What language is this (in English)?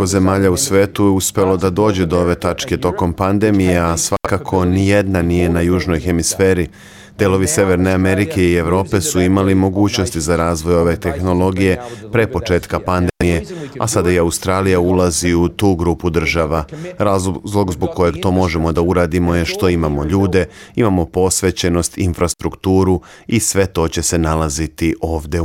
Serbian